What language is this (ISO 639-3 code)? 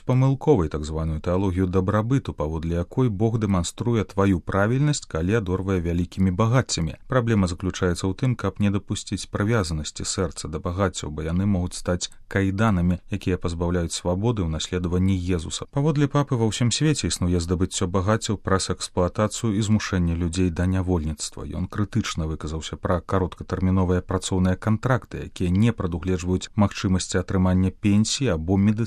bel